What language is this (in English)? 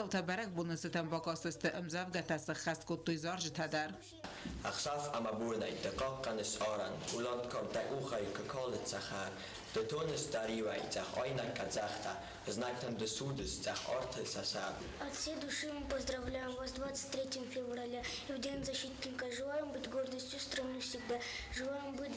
Ossetic